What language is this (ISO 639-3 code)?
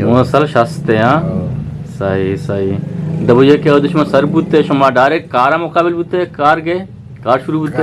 bgp